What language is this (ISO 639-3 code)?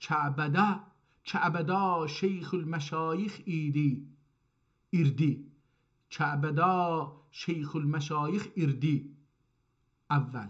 azb